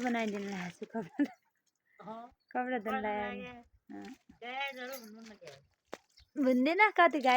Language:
Nepali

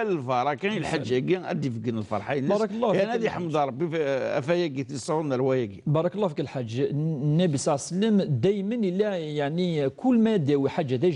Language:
Kabyle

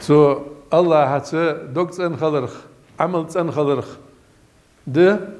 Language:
Ingush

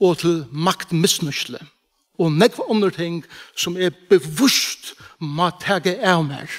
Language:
Faroese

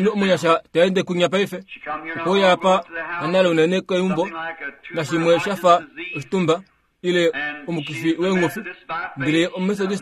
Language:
Kuanyama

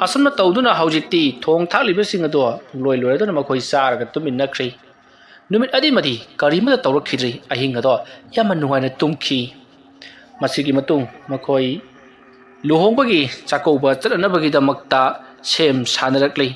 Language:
Manipuri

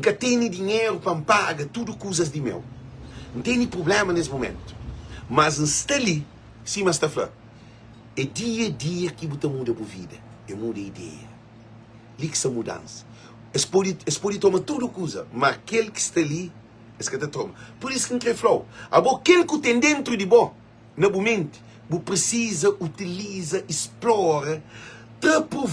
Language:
Kabuverdianu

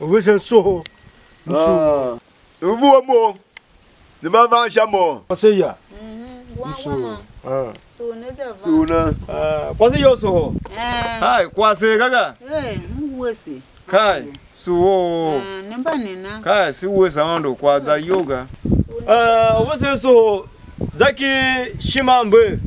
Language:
Tiv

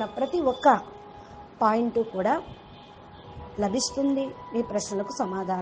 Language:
Telugu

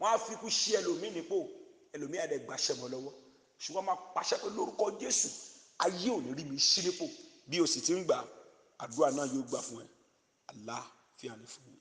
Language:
Yoruba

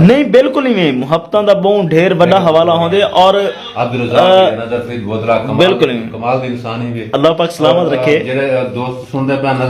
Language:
Saraiki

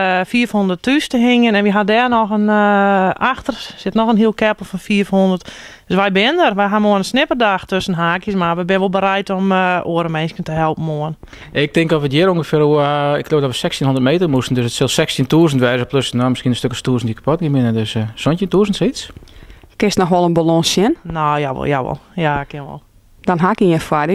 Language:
Western Frisian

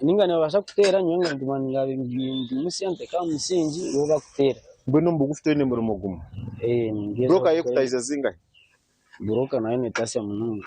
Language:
Nyankole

